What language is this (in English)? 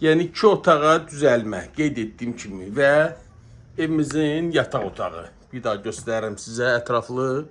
Azerbaijani